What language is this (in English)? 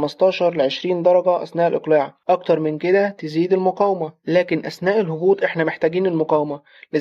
Egyptian Arabic